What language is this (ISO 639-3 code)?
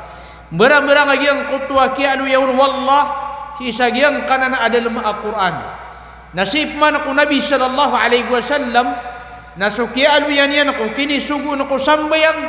mrw